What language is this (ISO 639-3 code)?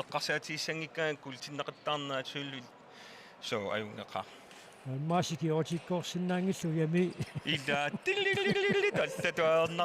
kal